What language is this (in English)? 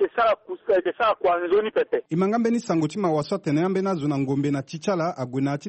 Sango